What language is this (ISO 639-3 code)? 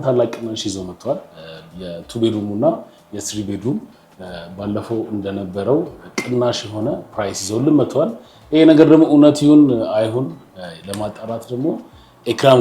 amh